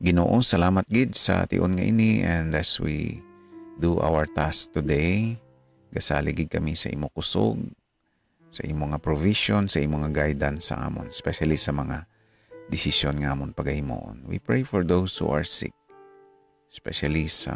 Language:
Hiligaynon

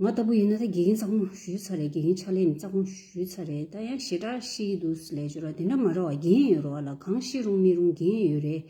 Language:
Tibetan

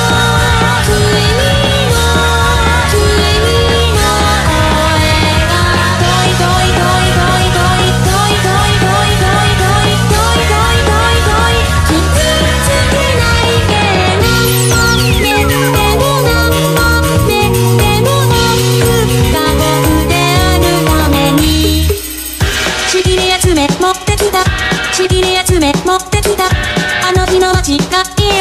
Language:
Japanese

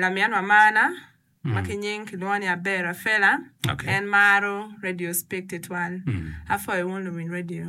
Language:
Acoli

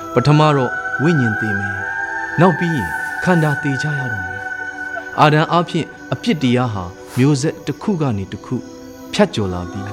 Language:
Burmese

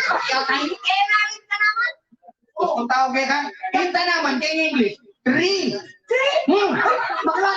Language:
Pampanga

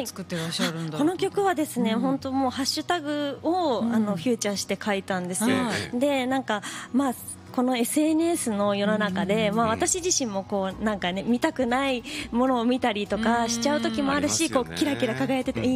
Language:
Japanese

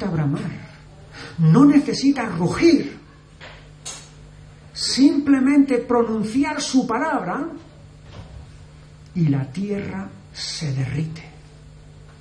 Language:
Spanish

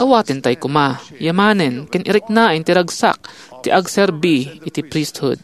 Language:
Iloko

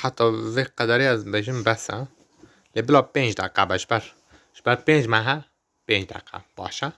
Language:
Kurdish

